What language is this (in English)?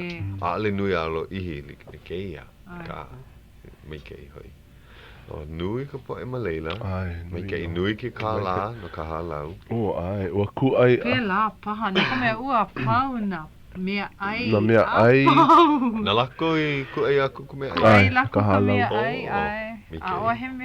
Hawaiian